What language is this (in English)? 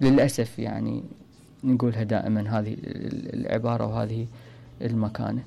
Mesopotamian Arabic